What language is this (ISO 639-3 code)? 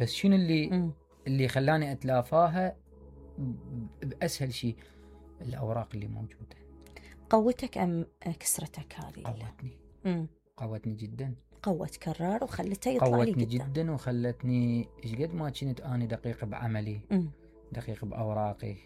acm